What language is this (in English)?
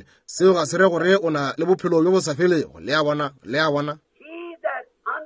Northern Sotho